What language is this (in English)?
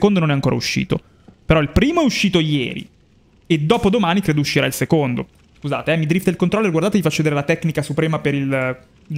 Italian